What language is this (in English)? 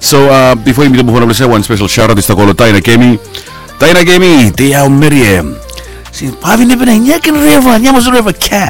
Bislama